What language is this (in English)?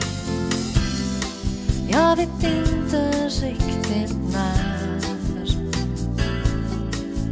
Swedish